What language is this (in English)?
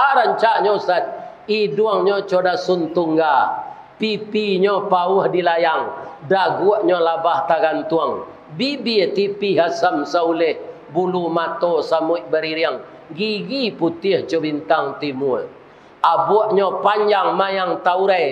Minangkabau